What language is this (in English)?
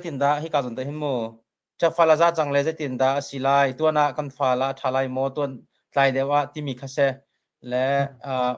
Hakha Chin